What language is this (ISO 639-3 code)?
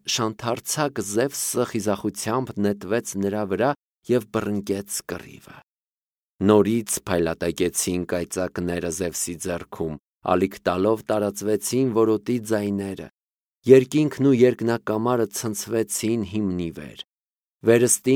hye